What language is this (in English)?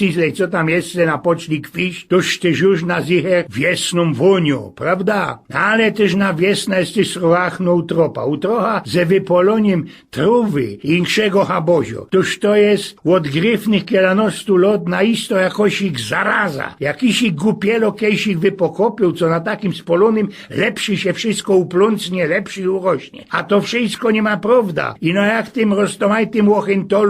Silesian